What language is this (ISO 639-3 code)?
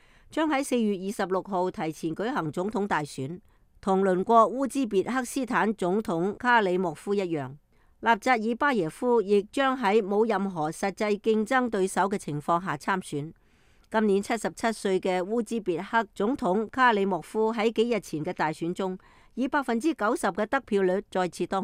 yue